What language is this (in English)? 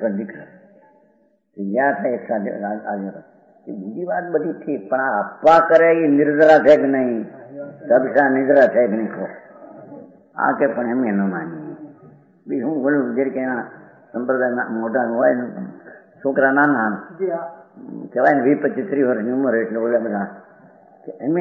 Gujarati